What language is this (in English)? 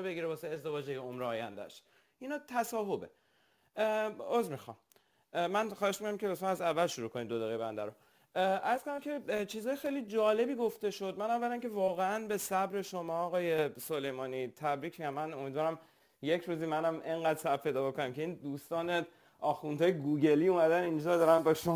Persian